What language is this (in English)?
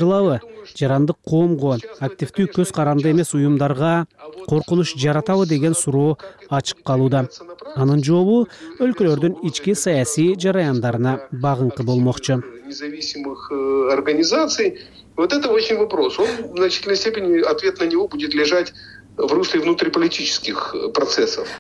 Kyrgyz